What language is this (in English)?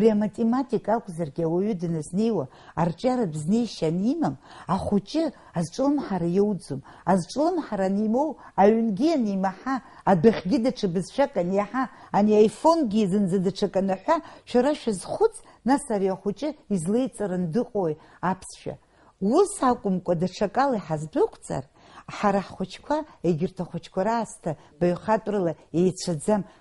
Abkhazian